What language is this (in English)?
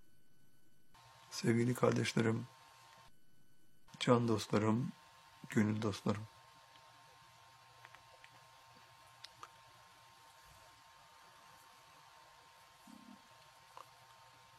Turkish